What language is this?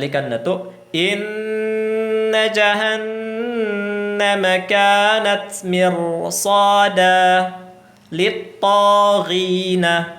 Tausug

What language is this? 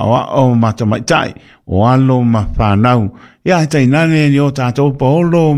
Samoan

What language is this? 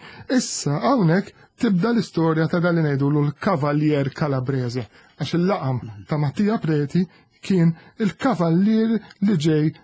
Maltese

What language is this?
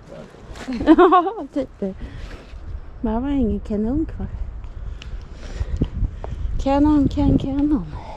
Swedish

